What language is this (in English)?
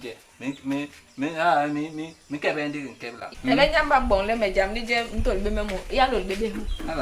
Basaa